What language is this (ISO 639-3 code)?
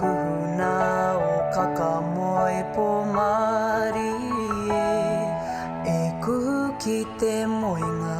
mri